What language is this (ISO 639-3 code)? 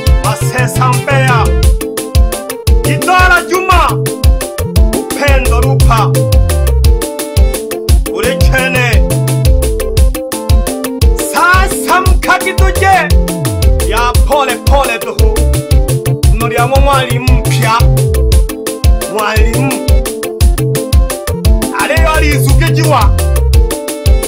swa